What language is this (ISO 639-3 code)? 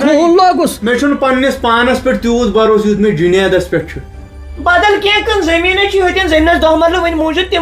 kas